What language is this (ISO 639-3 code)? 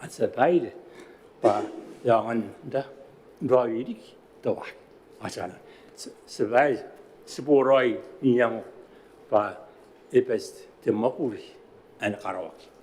gil